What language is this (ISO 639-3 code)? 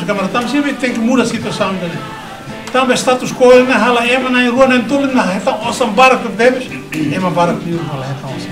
tet